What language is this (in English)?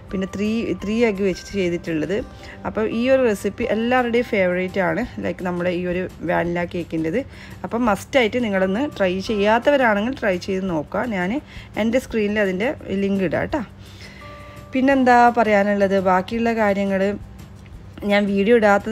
Malayalam